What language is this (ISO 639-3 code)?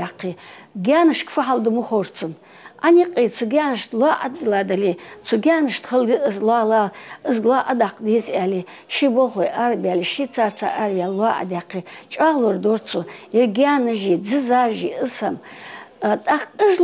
inh